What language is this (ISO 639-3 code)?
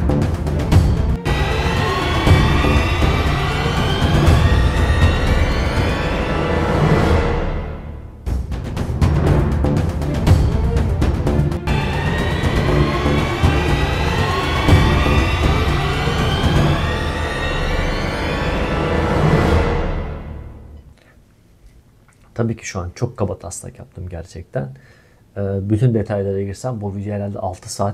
tur